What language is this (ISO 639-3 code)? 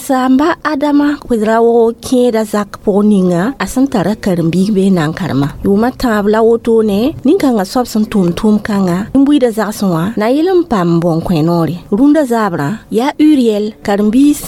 mos